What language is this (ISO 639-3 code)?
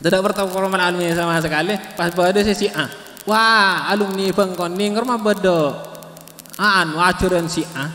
mad